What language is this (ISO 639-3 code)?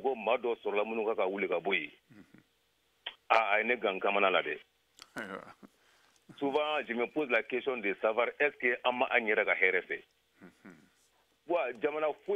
bam